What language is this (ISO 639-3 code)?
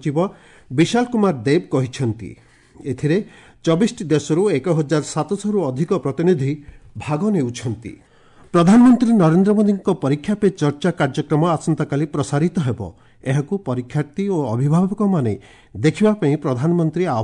ori